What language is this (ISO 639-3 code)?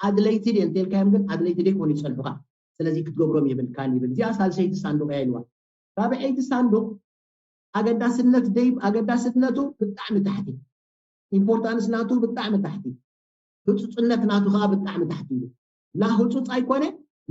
tir